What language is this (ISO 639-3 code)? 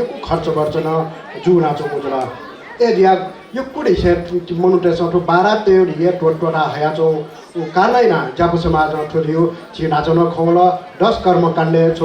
new